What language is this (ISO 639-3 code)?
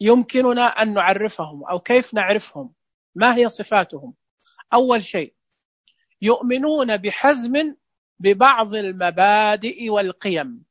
ars